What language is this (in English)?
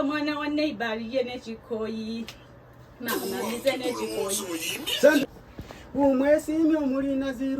Ganda